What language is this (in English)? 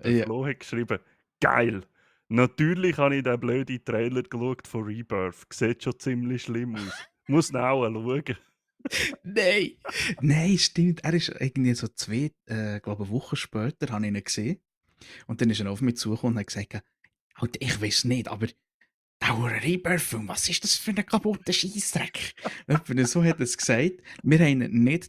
Swiss German